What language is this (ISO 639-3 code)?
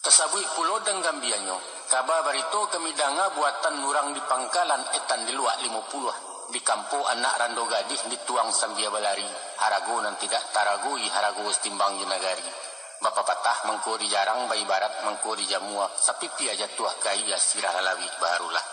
min